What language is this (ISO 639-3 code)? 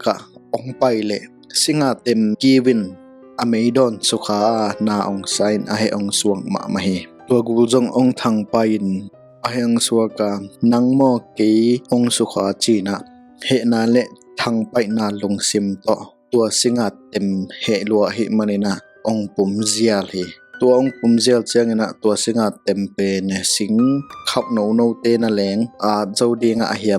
ctd